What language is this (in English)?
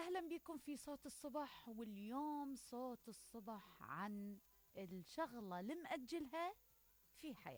Mesopotamian Arabic